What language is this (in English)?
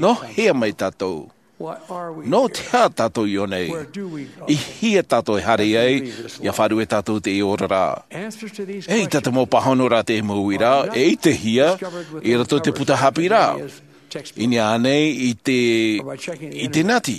Tahitian